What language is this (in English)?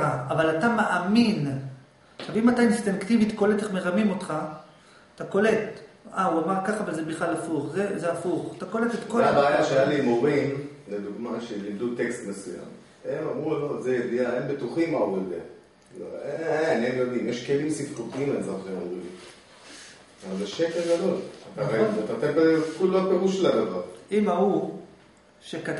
Hebrew